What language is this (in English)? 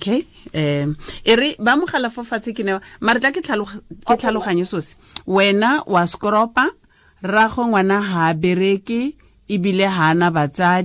Tswana